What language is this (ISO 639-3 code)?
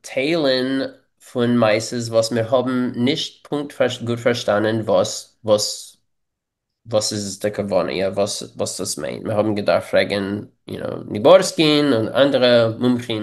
yid